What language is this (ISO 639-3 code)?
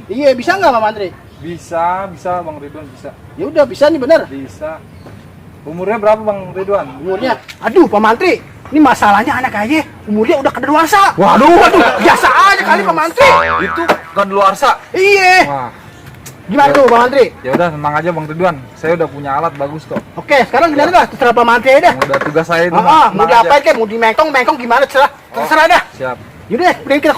bew